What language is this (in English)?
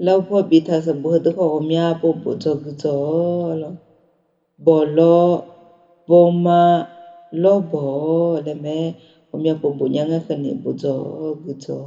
Akha